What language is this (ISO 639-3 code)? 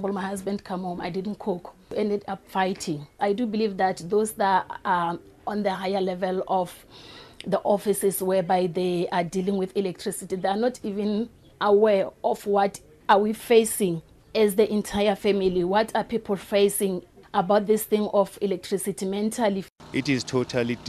eng